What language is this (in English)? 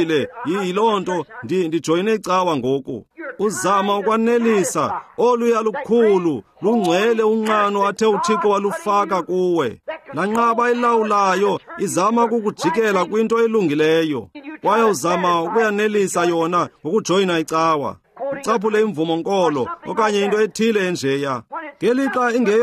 Xhosa